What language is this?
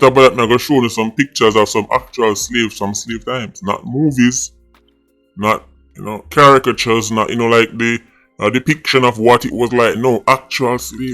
Jamaican Creole English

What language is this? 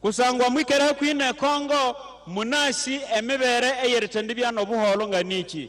Nyankole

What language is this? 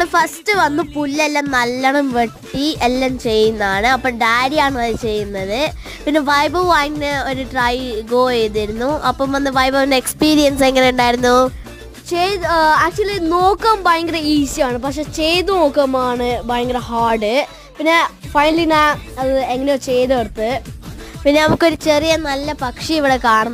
Malayalam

